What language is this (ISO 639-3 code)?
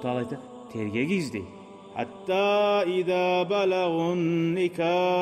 kum